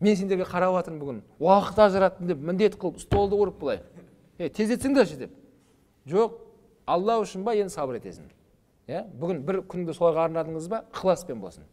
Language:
Kazakh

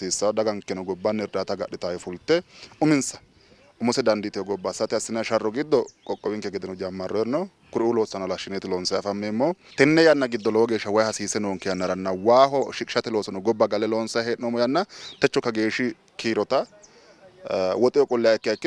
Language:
Sidamo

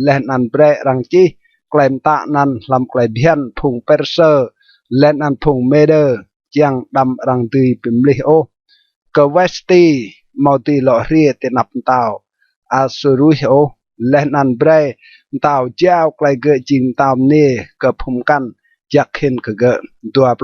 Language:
Rade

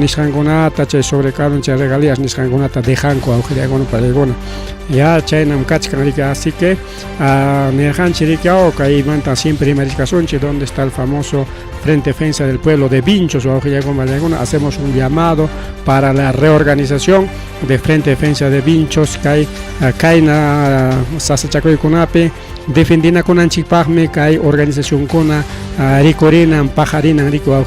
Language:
Ayacucho Quechua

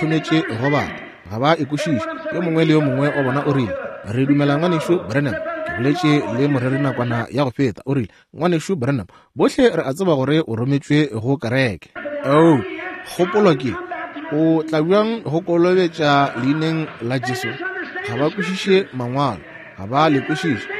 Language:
Northern Sotho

